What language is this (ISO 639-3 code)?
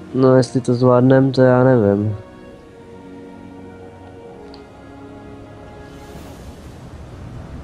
ces